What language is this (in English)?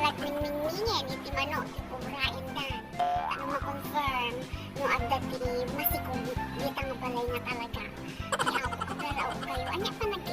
Iloko